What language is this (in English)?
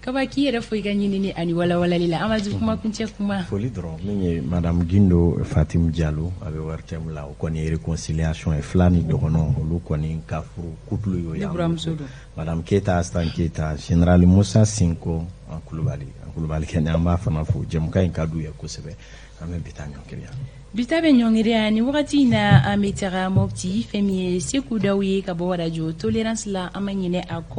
Bambara